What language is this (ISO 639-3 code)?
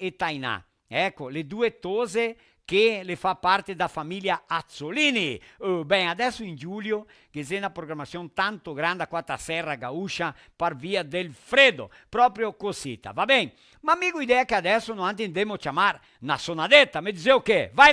vec